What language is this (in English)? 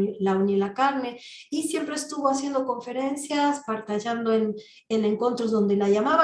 Ladino